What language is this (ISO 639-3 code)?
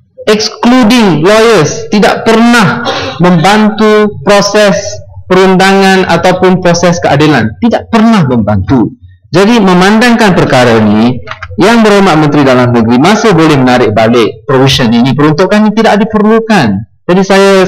msa